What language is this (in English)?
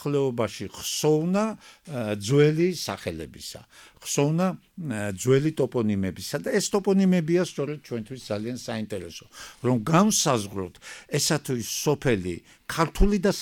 Georgian